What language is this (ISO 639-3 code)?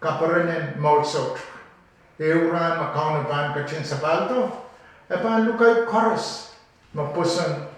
pon